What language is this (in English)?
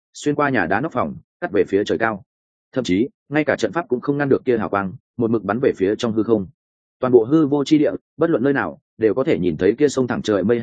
Vietnamese